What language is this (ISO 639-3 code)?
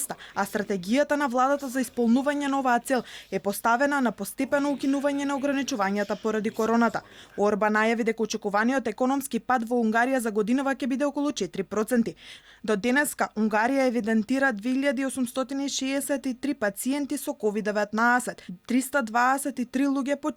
mkd